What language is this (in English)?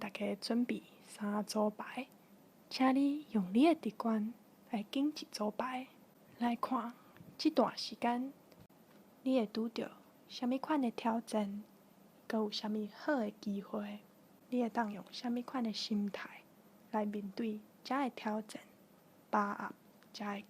Min Nan Chinese